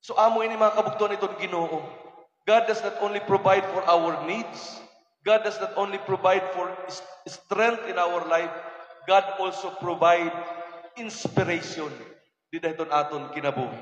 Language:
Waray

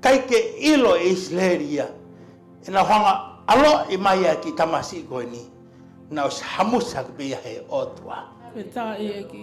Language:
Tongan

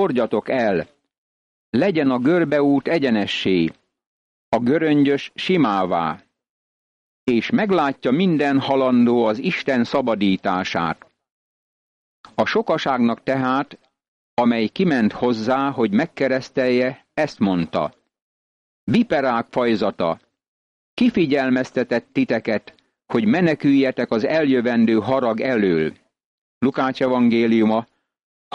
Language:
Hungarian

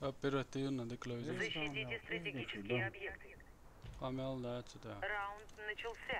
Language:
Chechen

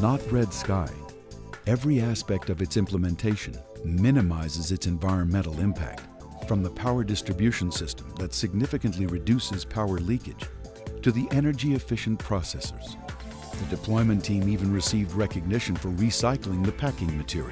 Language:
English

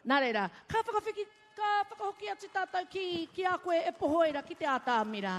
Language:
Māori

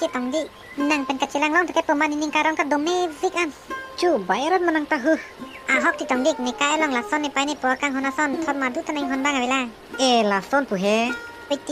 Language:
Karbi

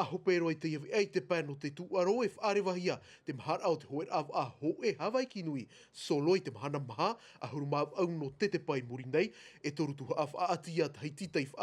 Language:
Tahitian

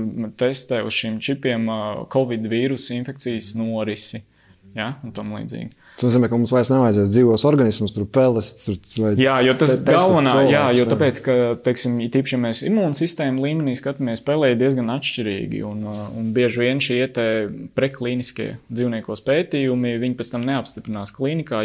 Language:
Latvian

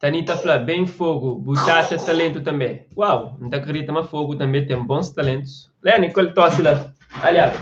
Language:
Kabuverdianu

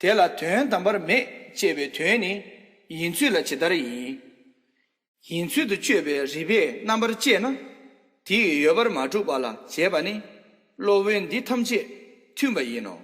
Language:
Tibetan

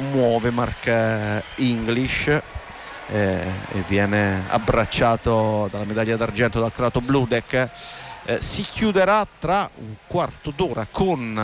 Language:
Italian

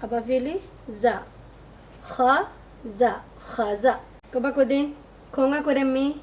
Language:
Divehi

